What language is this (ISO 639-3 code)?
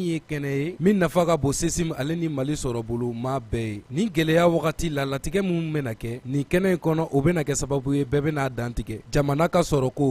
bam